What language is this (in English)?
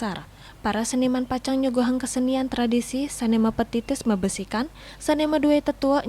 Balinese